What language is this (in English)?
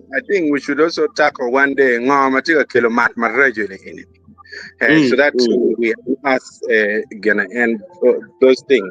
Acoli